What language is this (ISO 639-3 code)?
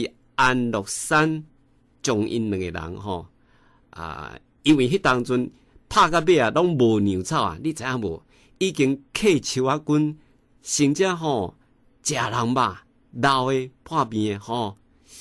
nan